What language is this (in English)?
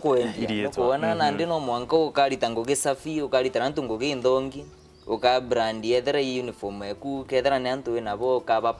Meru